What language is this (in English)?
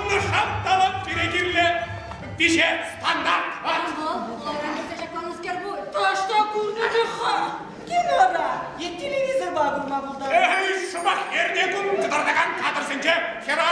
Chuvash